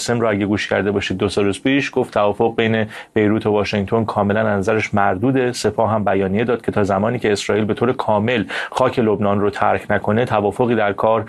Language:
Persian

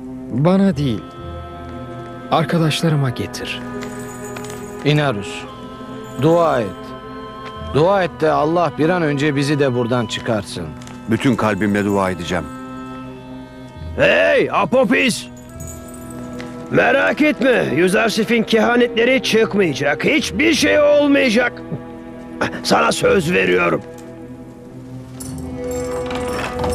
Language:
Turkish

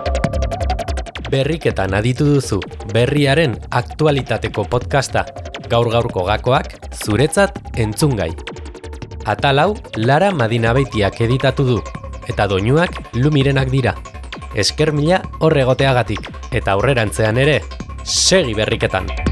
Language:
Basque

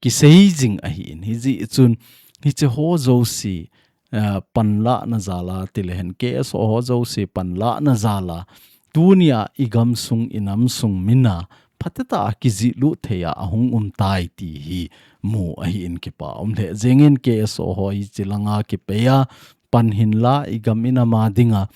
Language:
Thado Chin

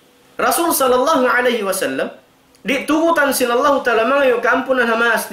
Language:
Tausug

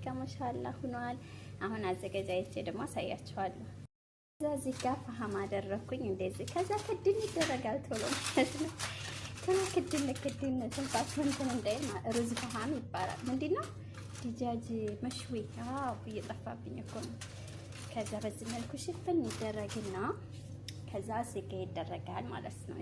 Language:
Amharic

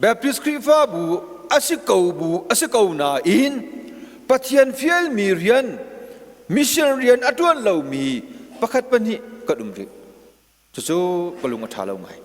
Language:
Hakha Chin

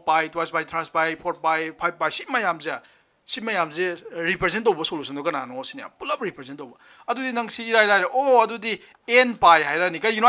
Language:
Manipuri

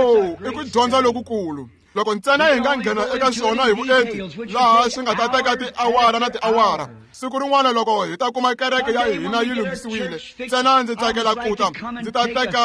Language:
Tsonga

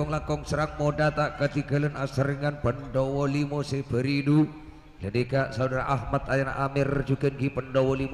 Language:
Madurese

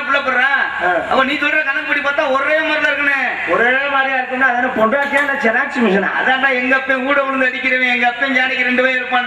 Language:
Tamil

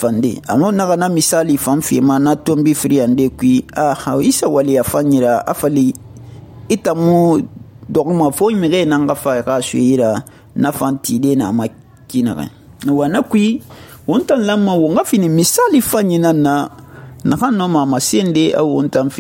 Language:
Susu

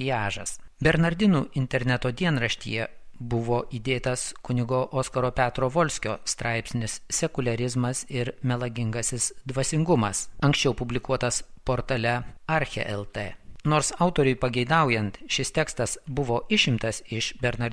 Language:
Lithuanian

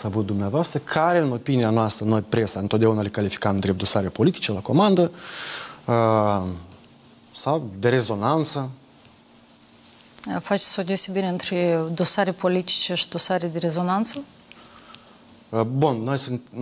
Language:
Romanian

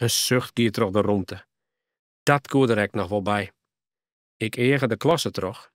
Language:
Western Frisian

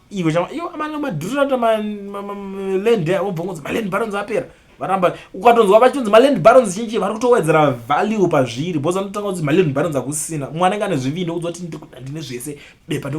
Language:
Shona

